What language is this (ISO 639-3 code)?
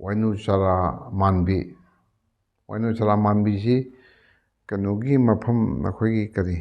mni